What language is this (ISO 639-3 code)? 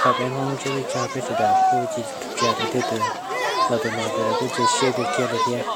hmn